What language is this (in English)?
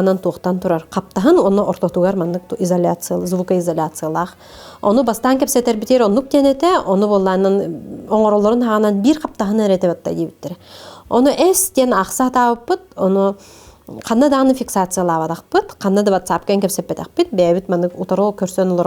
Yakut